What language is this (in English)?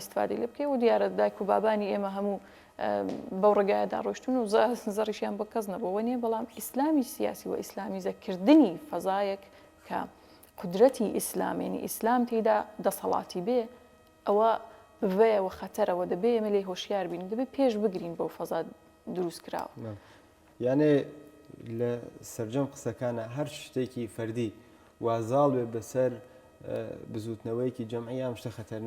Central Kurdish